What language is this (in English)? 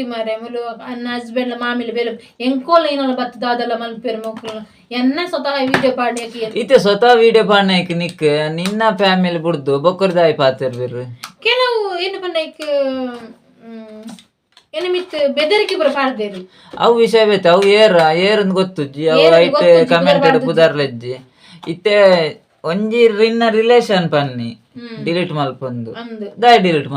Tulu